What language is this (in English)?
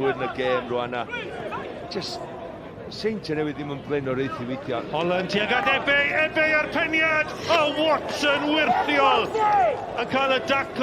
Welsh